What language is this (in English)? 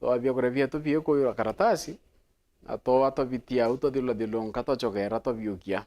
Meru